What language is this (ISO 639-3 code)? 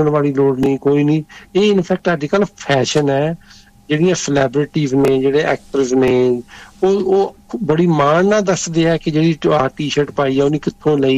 pan